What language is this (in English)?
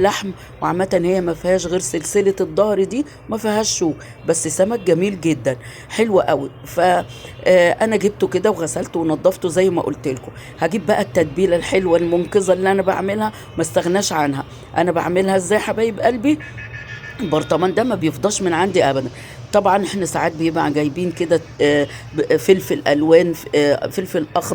Egyptian Arabic